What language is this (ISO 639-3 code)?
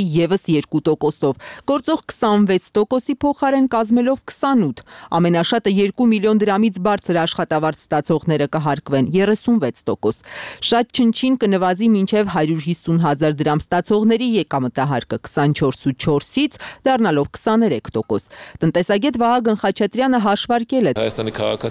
hye